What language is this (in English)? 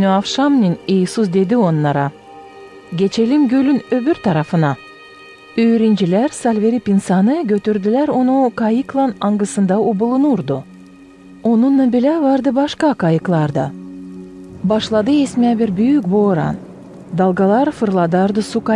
Gagauz